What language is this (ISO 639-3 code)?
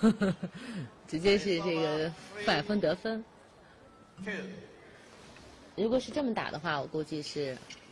zho